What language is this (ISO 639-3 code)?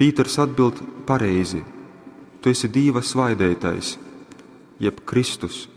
ltg